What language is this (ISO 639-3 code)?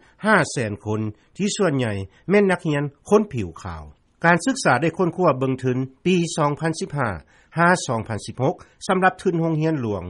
lao